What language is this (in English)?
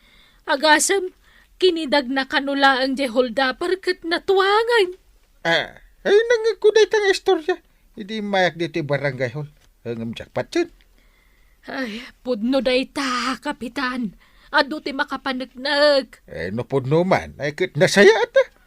Iloko